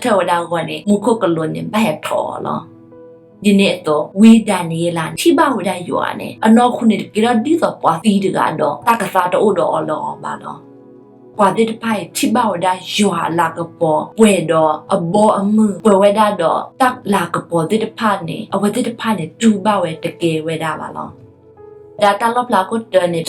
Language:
S'gaw Karen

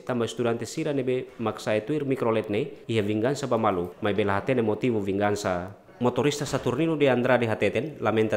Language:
Tetum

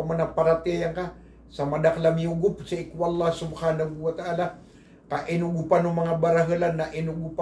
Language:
Maranao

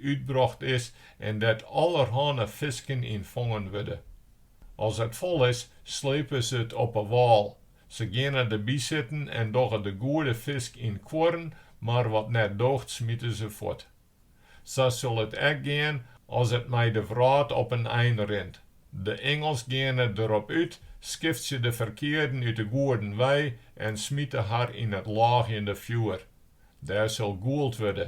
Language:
Western Frisian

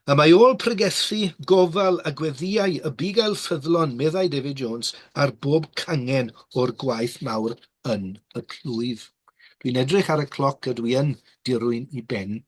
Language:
Welsh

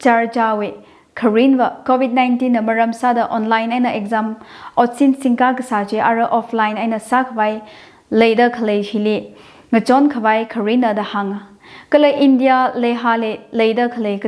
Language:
Tangkhul Naga (India)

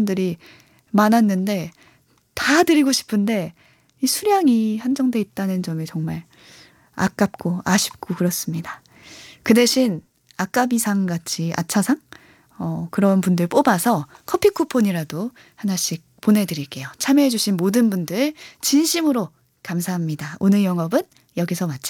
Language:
Korean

